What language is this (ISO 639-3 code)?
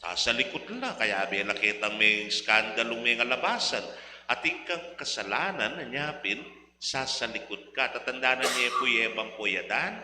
pam